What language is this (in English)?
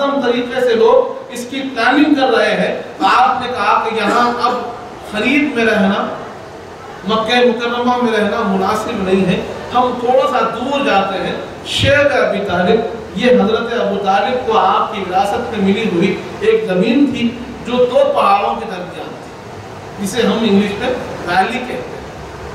Urdu